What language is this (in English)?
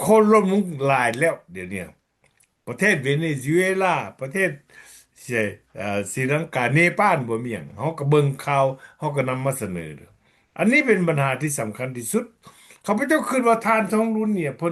Lao